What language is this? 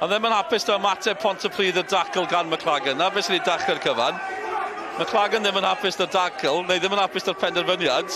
Welsh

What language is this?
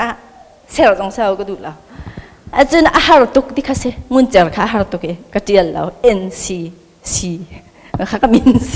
Hakha Chin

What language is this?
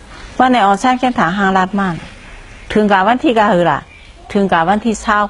Shan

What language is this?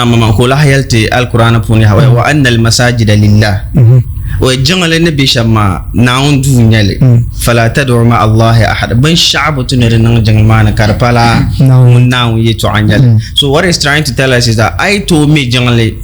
Dagbani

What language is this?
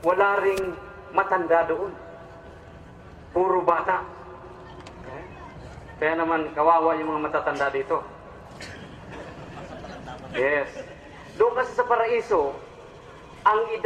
Filipino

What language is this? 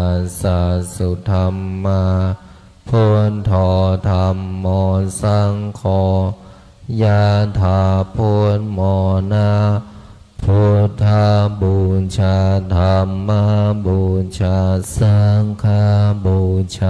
Pali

